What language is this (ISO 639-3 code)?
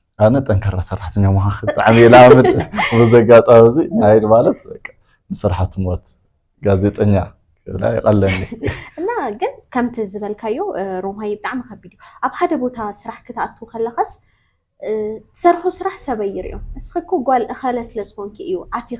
tir